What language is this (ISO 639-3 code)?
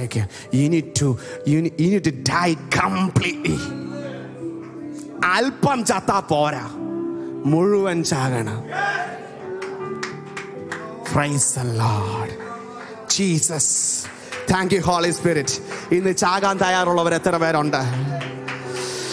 mal